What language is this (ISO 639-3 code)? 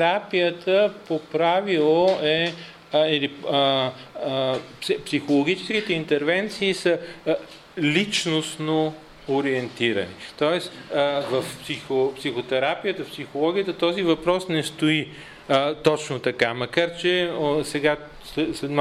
bul